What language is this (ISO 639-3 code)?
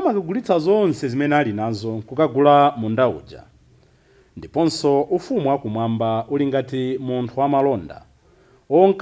nya